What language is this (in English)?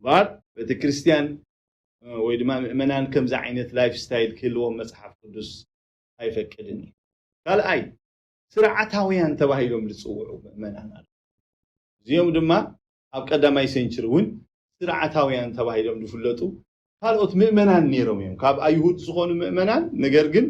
Tigrinya